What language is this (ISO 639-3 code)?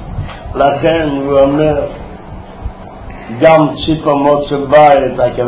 heb